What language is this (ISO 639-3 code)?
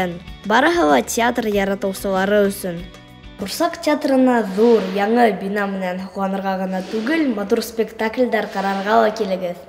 bak